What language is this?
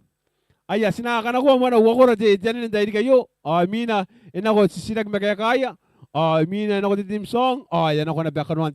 Gilbertese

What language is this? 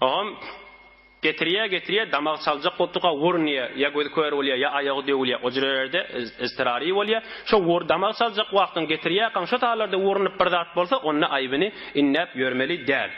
Turkmen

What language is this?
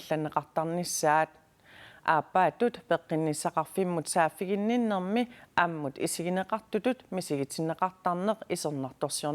Kalaallisut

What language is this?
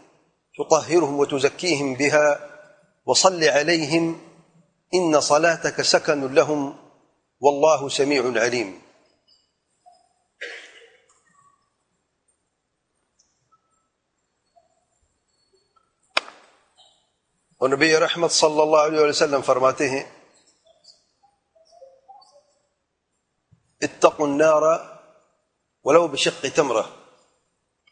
Urdu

